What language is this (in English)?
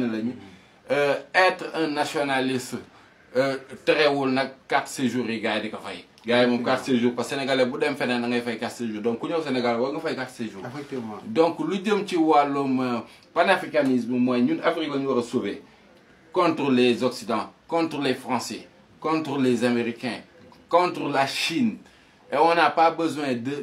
Wolof